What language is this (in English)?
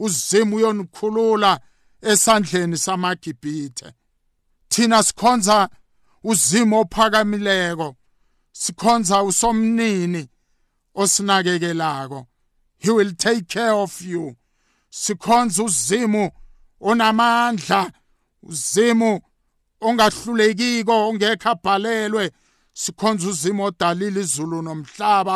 South Ndebele